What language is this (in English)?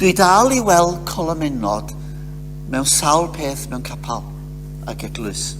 Welsh